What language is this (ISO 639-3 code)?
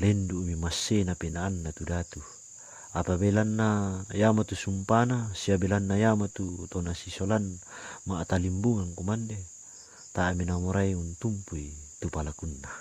sda